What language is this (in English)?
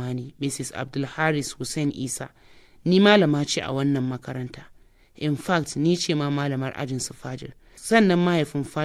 Hausa